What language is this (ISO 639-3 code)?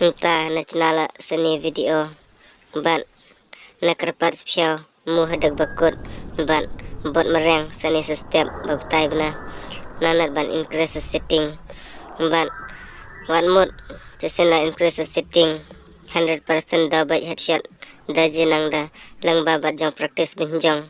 kha